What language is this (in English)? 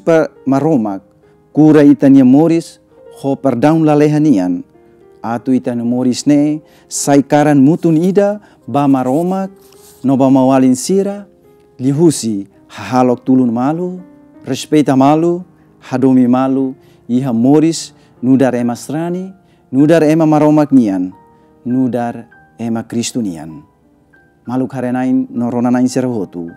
Tetum